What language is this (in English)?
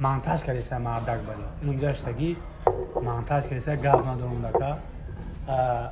Tajik